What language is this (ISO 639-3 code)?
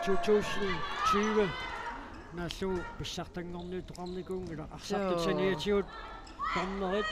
kal